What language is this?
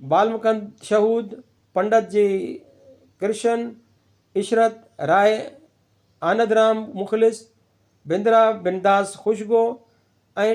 Sindhi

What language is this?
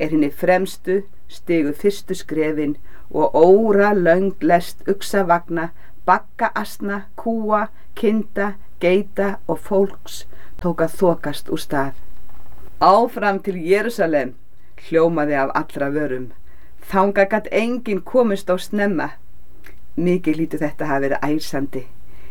Icelandic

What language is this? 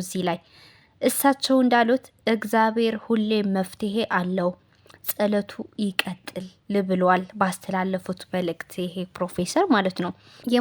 Amharic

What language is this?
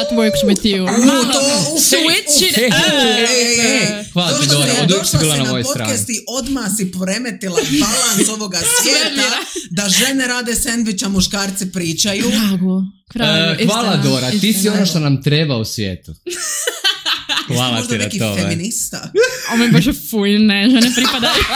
Croatian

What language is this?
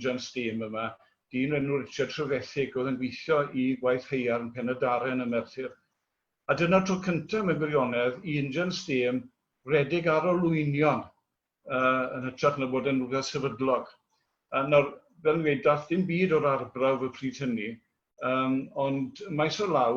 Welsh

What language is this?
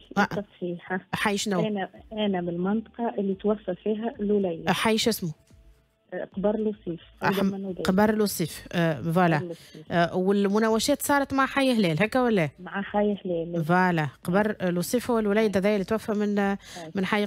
Tunisian Arabic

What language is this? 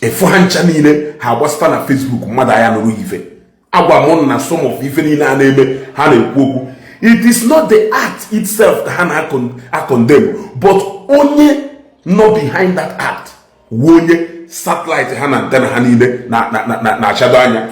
Igbo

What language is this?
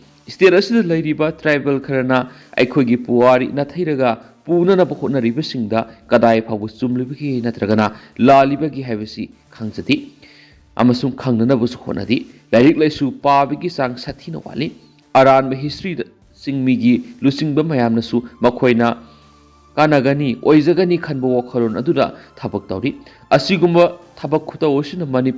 Manipuri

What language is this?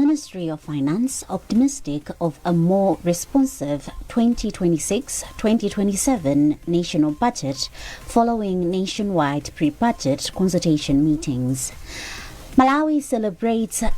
English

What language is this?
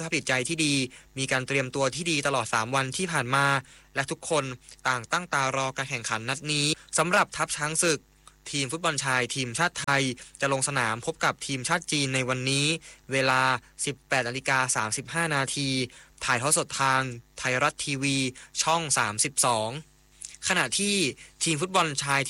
Thai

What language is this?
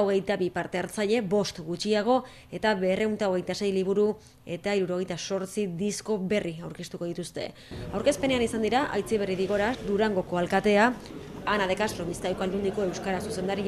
Basque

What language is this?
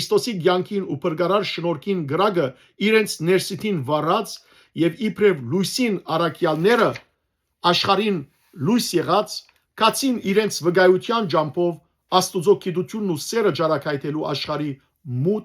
Western Armenian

